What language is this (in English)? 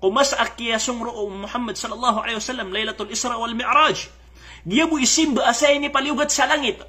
Maranao